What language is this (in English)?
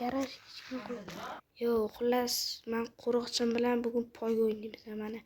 Uzbek